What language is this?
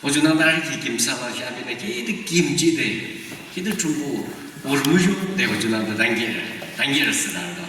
Yimchungru Naga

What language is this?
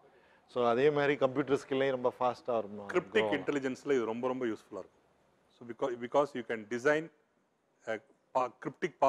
Tamil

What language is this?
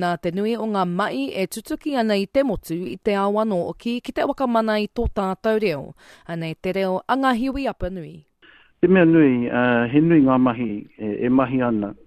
Māori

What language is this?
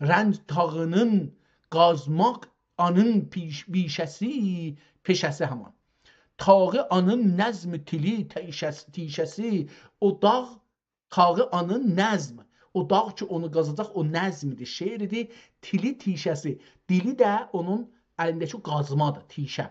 South Azerbaijani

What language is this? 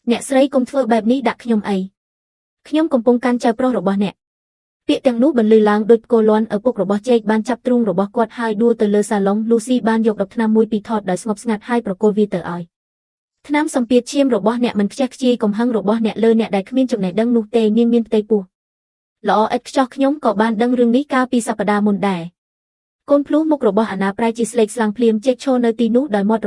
Khmer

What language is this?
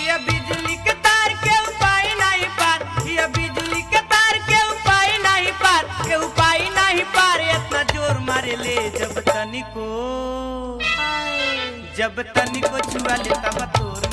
Bhojpuri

